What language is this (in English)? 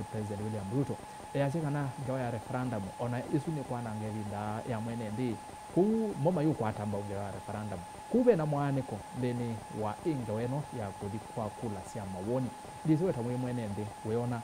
Kamba